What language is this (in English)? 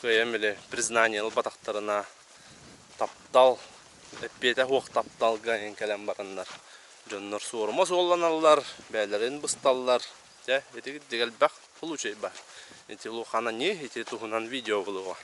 Yakut